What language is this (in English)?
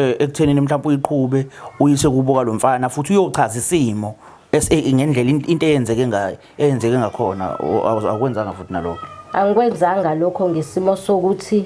Zulu